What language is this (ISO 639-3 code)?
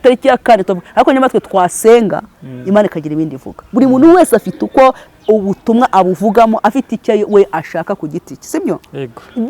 kin